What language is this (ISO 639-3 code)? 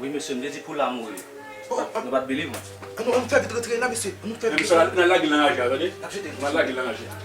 hat